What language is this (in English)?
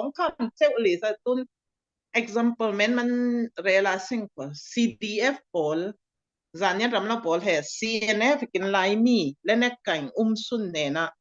Falam Chin